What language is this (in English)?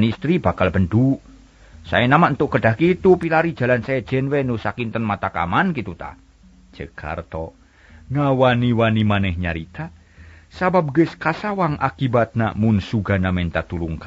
Sundanese